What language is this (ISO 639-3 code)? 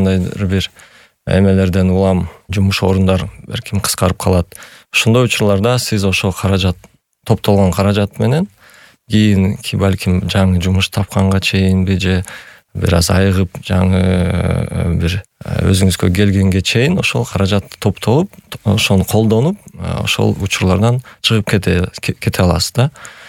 kir